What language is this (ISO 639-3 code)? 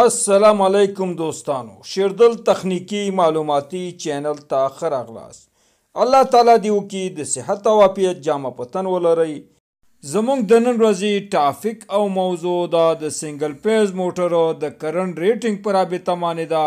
pus